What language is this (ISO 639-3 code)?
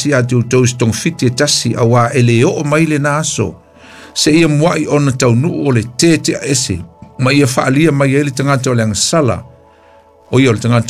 smo